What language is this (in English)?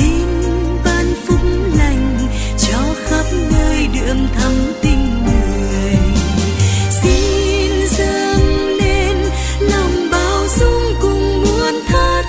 Vietnamese